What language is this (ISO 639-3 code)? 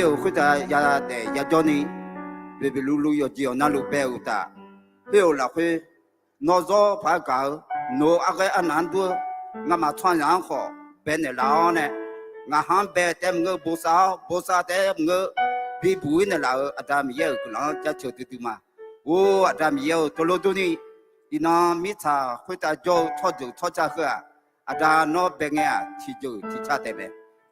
ahk